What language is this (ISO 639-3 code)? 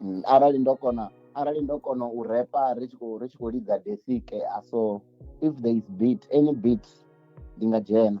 ven